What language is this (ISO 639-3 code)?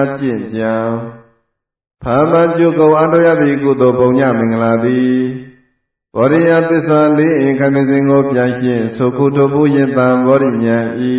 mya